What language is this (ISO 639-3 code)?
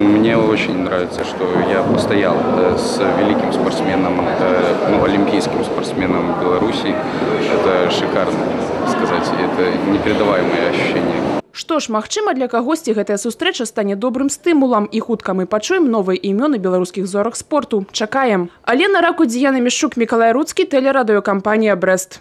bel